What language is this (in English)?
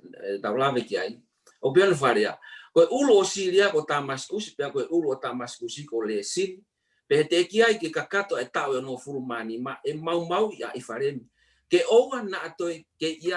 Tongan